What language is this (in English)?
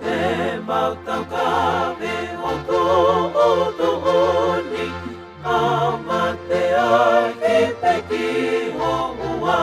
Tongan